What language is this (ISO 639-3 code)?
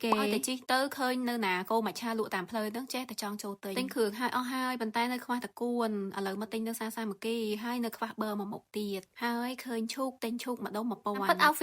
khm